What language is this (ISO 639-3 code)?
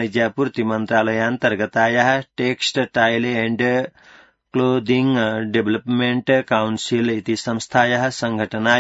san